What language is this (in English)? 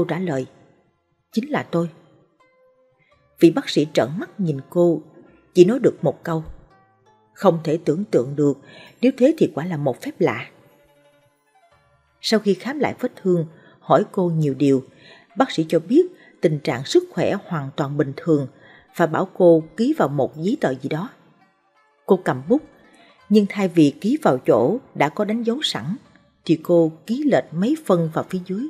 Vietnamese